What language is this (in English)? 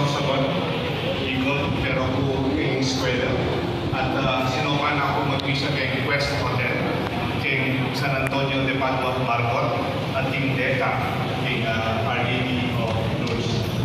Pampanga